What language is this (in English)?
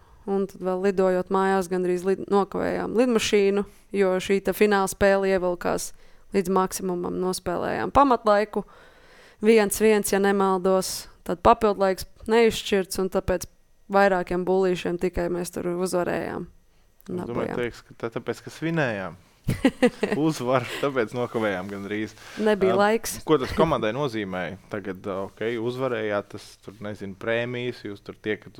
Latvian